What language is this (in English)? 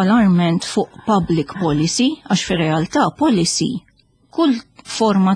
Maltese